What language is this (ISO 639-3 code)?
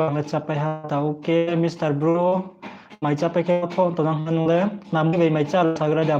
ria